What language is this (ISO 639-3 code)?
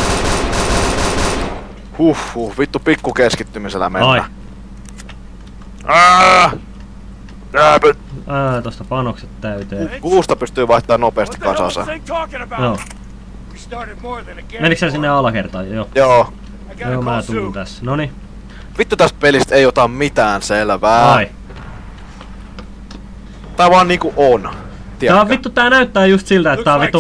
fin